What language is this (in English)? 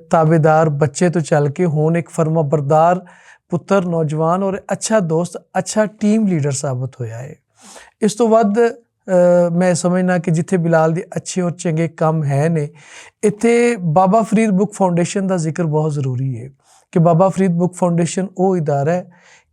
Western Panjabi